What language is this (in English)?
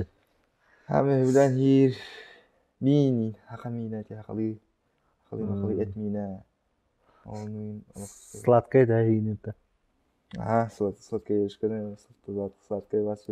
Yakut